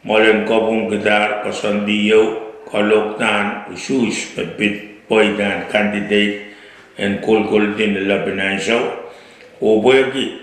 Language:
Pohnpeian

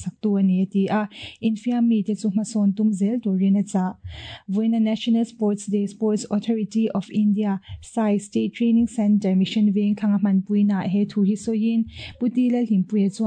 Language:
Mizo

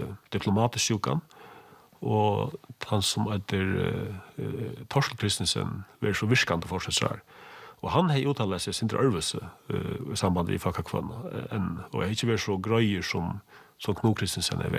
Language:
Faroese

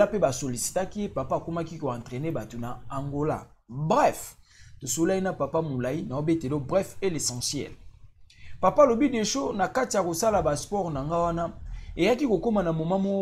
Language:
Lingala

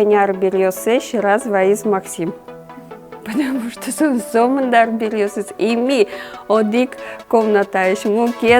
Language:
Udmurt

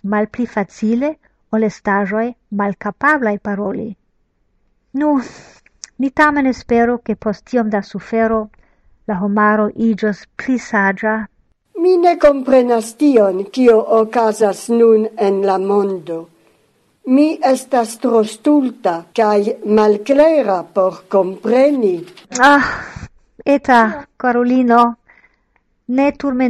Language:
Esperanto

